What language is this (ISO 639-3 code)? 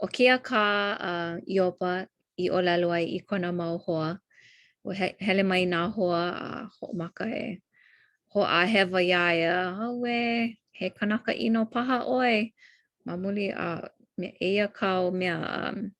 haw